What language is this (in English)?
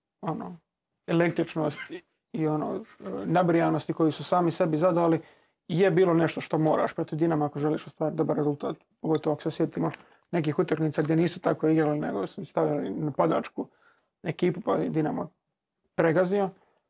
Croatian